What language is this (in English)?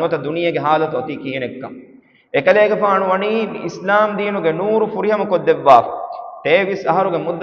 Divehi